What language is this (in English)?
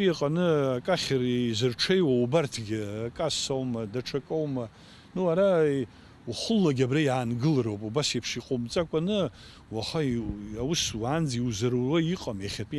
Abkhazian